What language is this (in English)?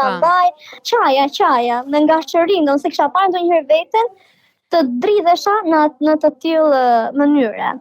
Albanian